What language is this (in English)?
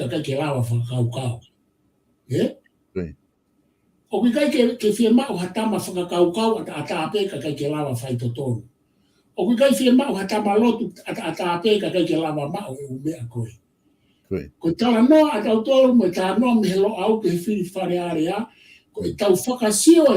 Tongan